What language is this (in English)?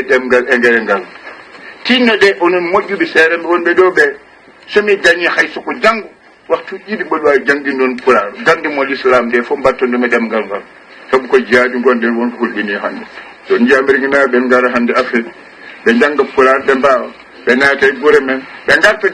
Fula